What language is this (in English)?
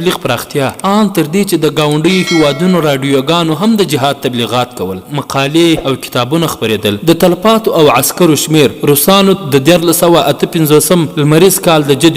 Pashto